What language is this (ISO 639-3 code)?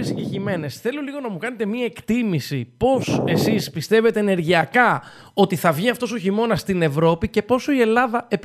ell